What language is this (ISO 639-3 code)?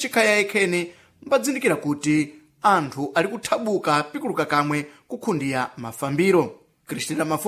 seh